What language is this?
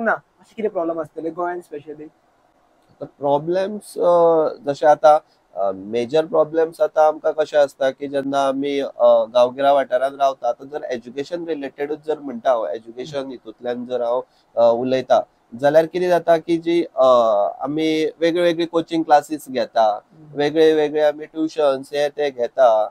Konkani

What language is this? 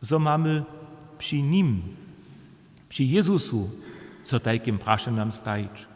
Upper Sorbian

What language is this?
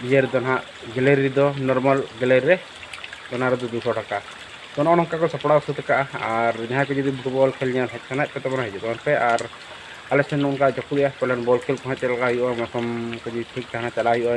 Santali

